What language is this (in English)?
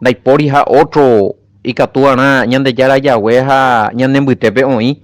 Guarani